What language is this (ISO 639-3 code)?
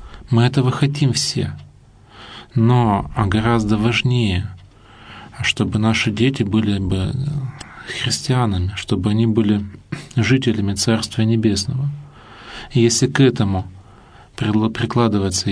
rus